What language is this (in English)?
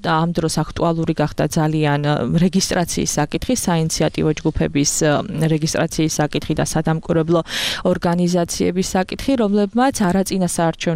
Georgian